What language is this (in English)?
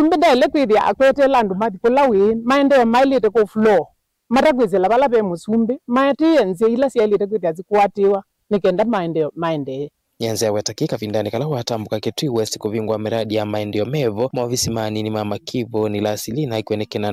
Kamba